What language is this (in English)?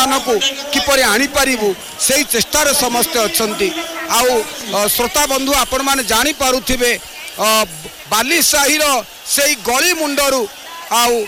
Odia